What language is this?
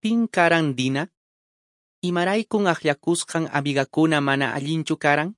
Quechua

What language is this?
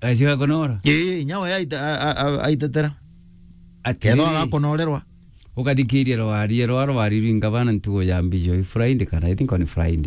Meru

